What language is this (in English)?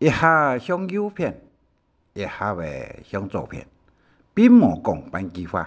Hakka Chinese